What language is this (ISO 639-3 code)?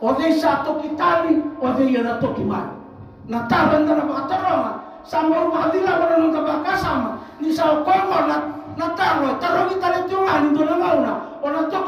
fij